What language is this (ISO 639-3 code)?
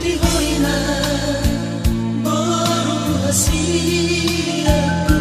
bbc